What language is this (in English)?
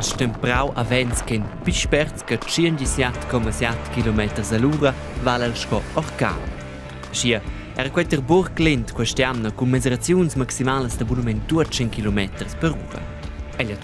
Romansh